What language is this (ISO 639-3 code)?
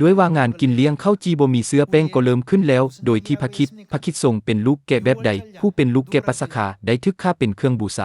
lao